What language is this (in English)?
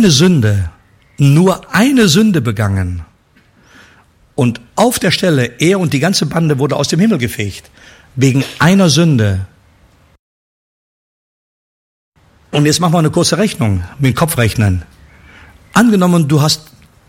German